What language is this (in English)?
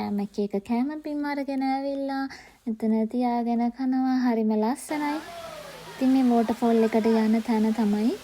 Sinhala